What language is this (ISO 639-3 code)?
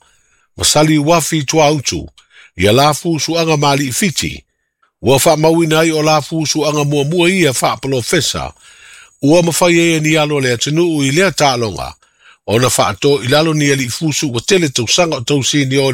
smo